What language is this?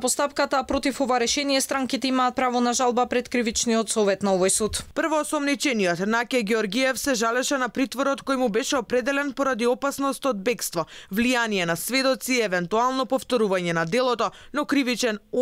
Macedonian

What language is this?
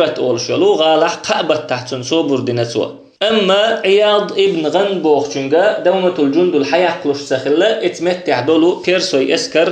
Chechen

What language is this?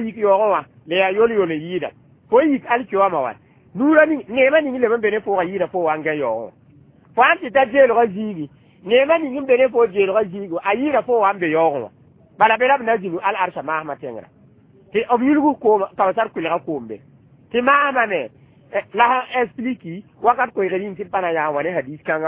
Mossi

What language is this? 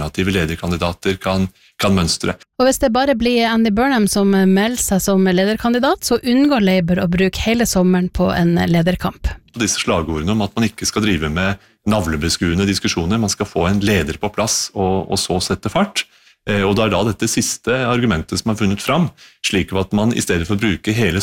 Norwegian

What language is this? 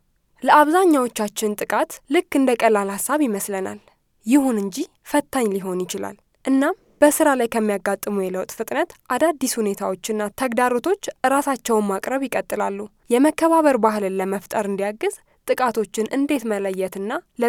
Amharic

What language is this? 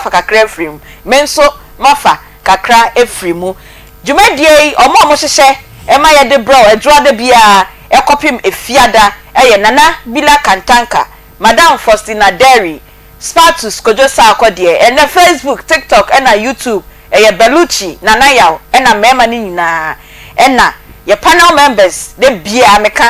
Akan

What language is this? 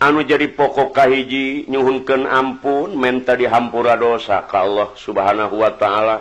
Sundanese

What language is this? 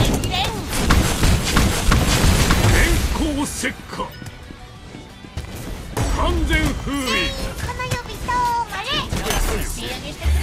Japanese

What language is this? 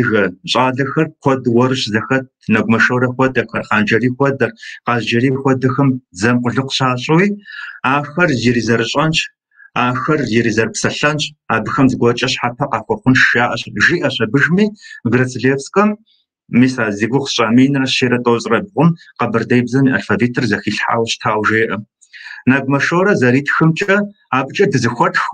Kabardian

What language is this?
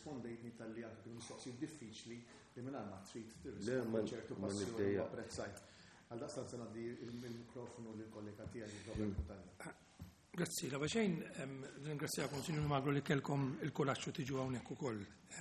Maltese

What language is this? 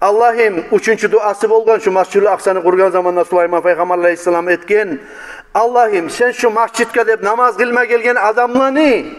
Kumyk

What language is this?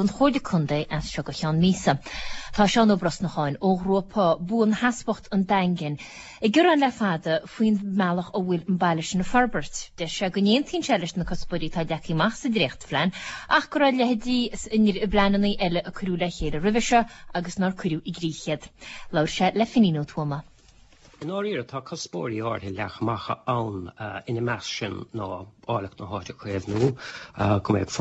Irish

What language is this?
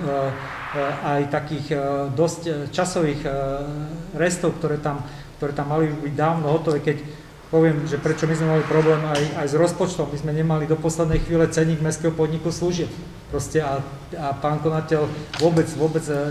Slovak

